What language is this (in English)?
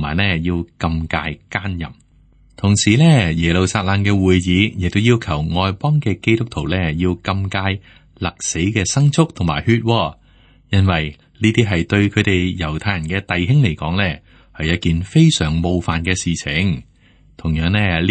Cantonese